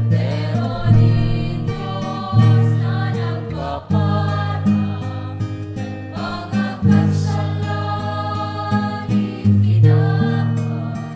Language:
Bikol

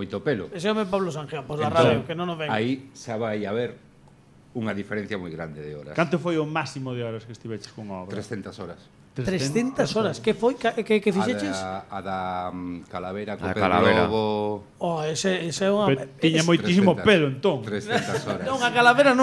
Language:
Galician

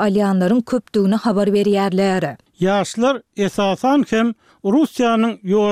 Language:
Turkmen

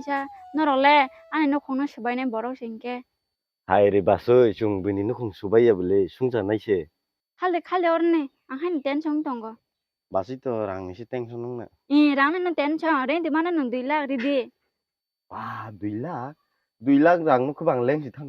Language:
Kok Borok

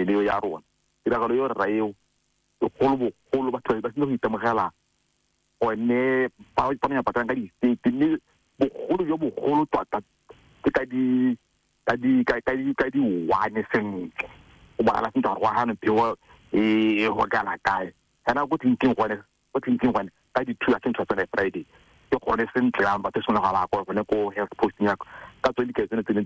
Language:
Tswana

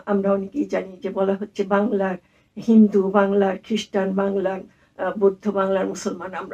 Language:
Bangla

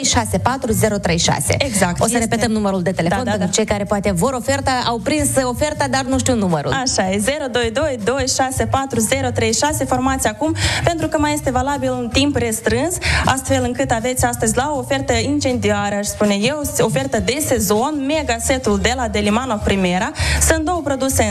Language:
Romanian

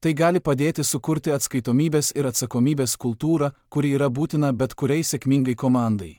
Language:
Lithuanian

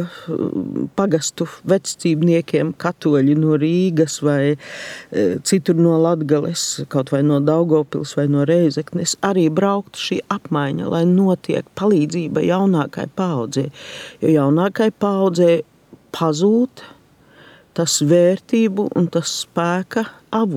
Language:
Latvian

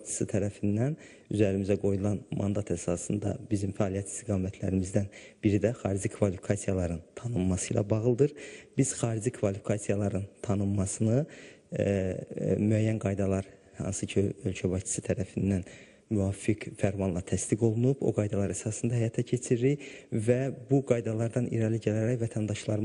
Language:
Azerbaijani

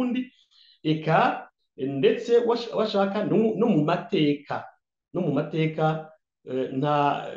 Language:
Rundi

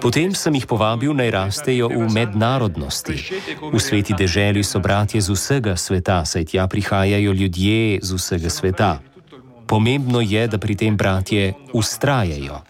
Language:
Slovenian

